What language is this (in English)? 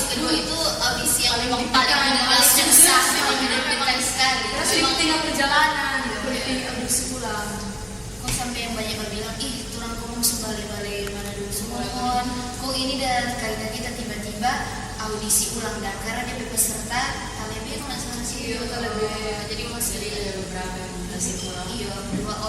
Manado Malay